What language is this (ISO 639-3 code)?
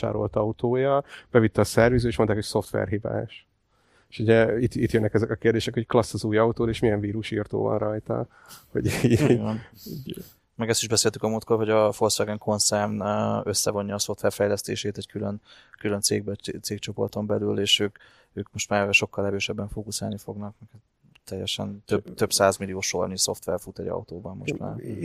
hun